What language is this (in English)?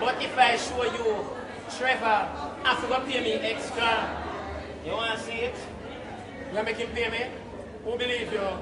Jamaican Creole English